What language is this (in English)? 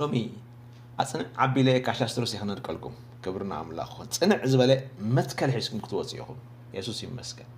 Tigrinya